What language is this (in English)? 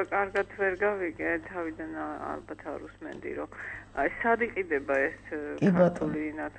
Georgian